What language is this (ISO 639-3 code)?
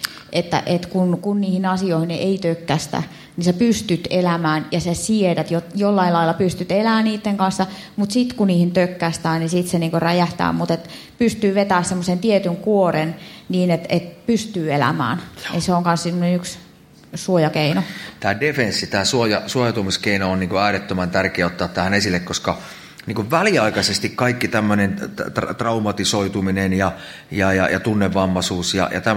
fin